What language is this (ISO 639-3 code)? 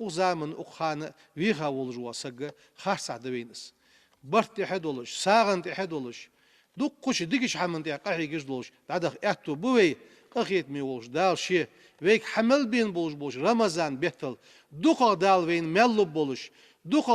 inh